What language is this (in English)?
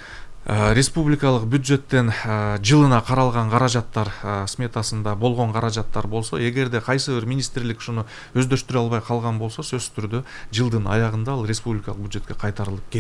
Kyrgyz